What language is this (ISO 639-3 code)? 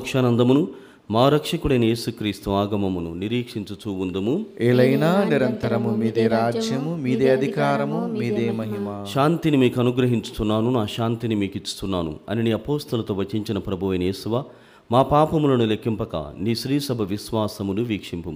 tel